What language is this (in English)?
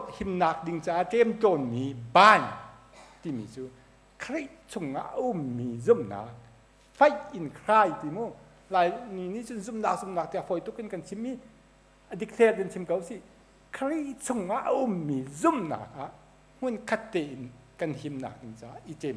Hakha Chin